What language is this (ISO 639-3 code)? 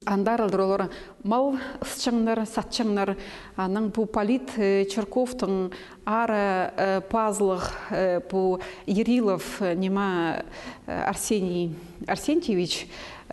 kjh